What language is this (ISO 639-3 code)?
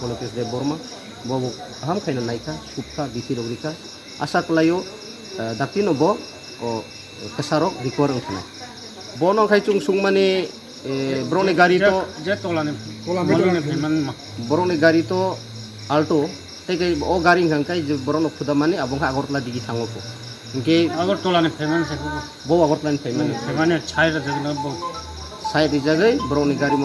trp